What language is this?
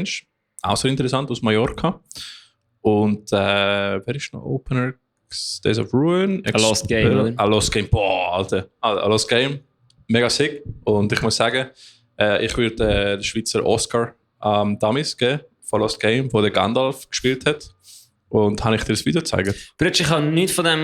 Swiss German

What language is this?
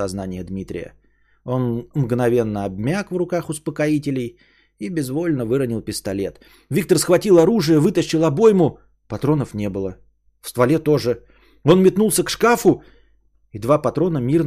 Russian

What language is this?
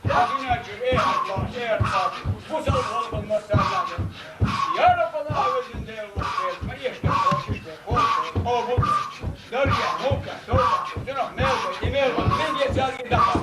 Chechen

